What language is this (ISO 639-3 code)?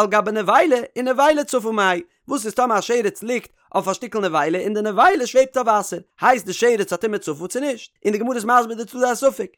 yid